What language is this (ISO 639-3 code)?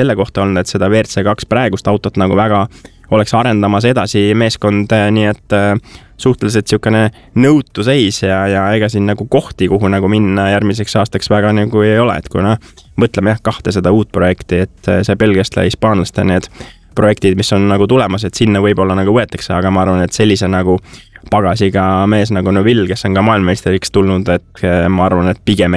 est